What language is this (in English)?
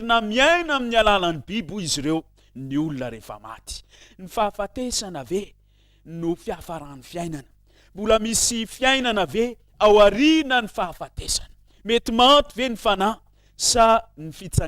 Malagasy